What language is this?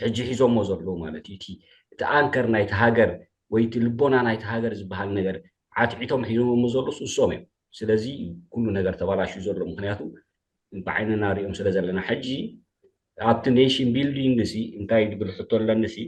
Tigrinya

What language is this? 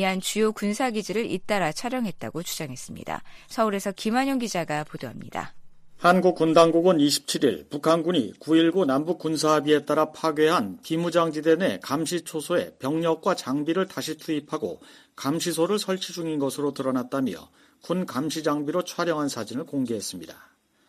Korean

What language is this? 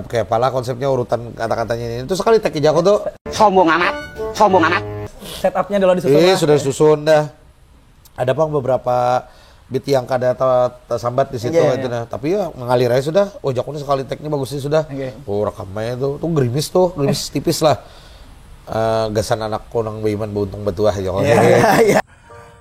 Banjar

